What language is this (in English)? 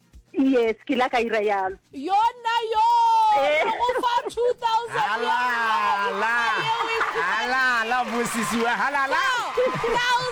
Northern Sotho